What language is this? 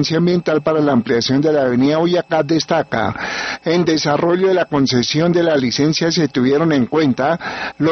Spanish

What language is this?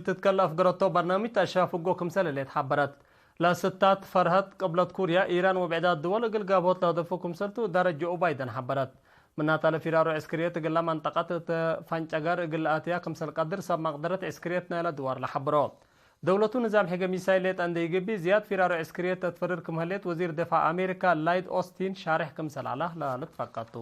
Tigre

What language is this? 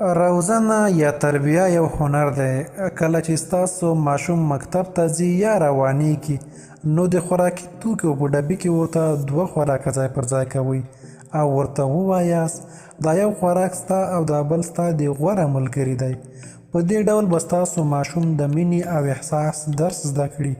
Pashto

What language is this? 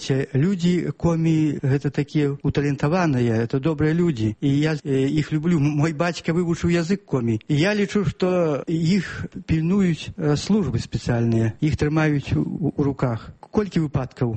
Belarusian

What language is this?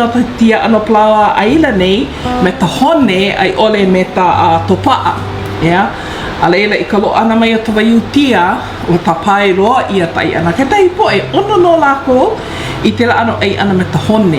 Hawaiian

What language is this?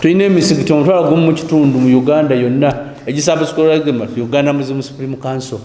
Ganda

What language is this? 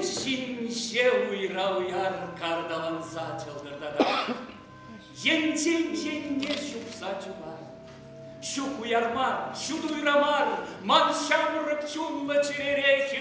Chuvash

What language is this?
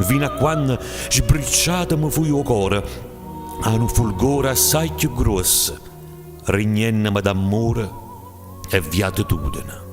Neapolitan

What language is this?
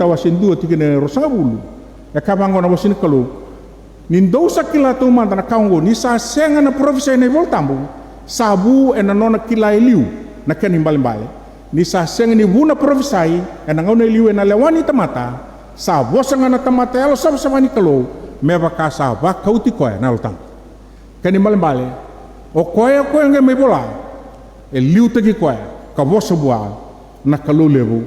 Fijian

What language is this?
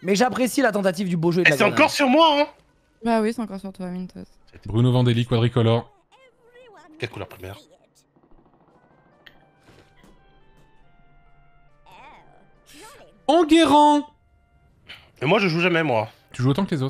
French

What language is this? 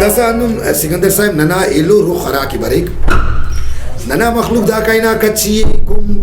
Brahui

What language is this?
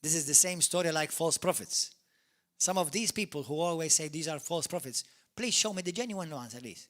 English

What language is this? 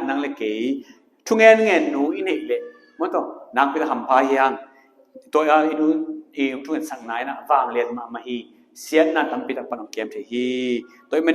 Tedim Chin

